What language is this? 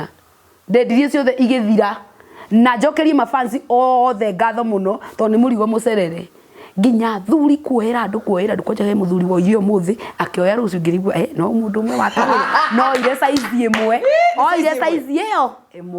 Kikuyu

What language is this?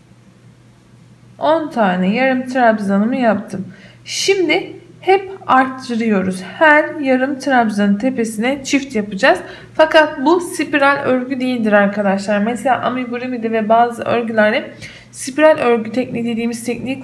Turkish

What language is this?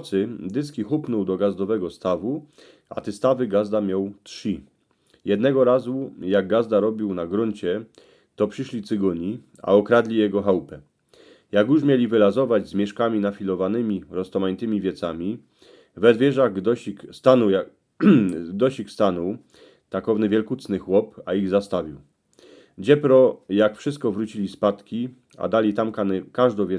Silesian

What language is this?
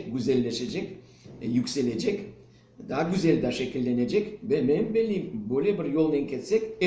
Crimean Tatar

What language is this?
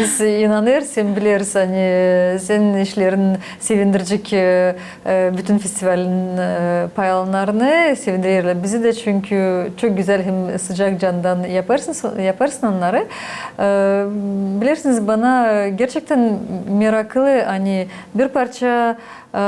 Gagauz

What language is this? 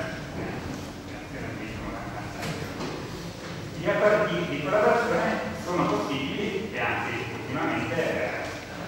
Italian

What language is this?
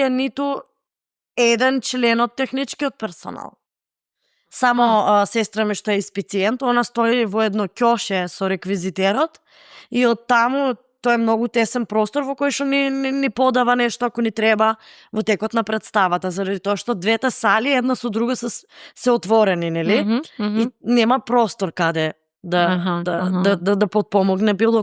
Macedonian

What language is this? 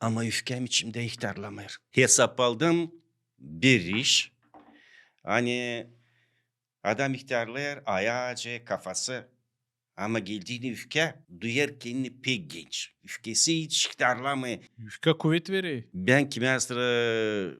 Gagauz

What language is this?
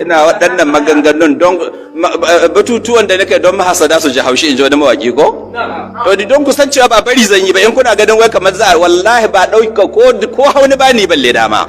Hausa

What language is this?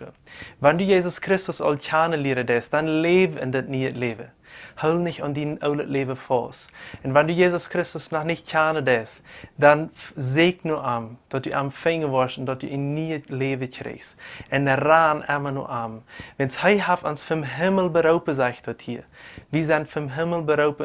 Plautdietsch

